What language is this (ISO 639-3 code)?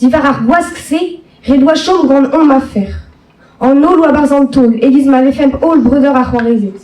bre